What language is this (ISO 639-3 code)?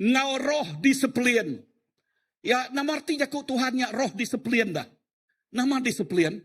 iba